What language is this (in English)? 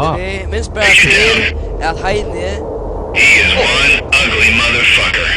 Faroese